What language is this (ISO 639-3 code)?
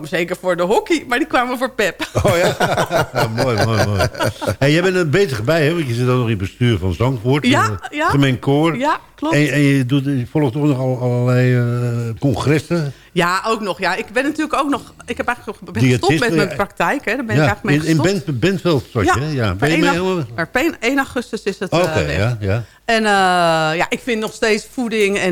nld